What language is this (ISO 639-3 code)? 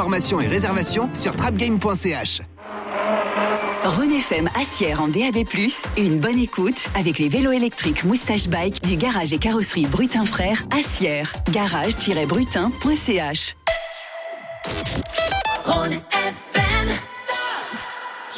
fra